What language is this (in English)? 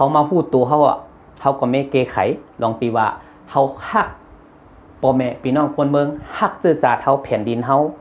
Shan